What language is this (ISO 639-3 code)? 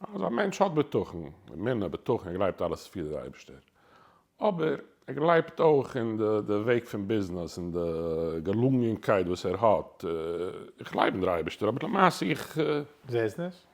yid